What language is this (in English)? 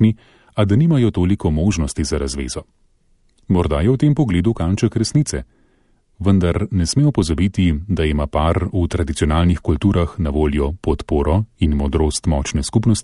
Slovenian